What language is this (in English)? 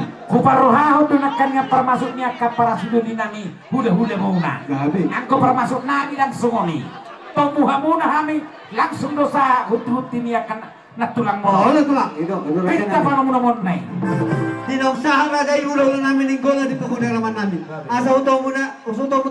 Batak Toba